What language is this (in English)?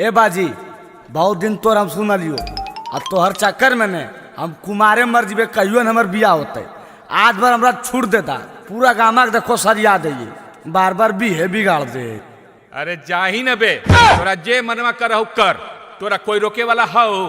Magahi